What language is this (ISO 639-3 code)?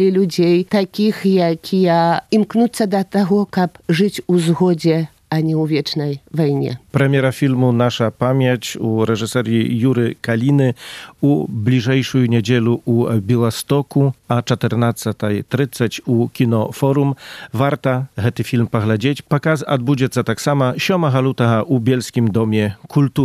bel